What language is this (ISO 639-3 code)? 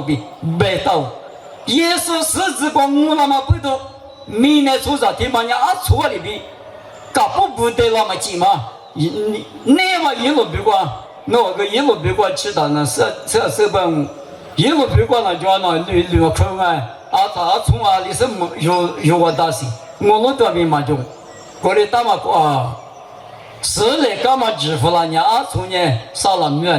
lis